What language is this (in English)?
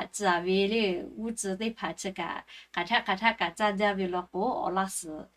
Lahu